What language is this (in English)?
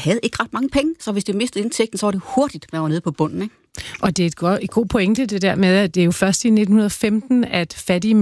Danish